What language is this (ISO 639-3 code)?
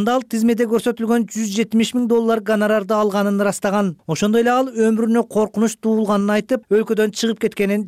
kir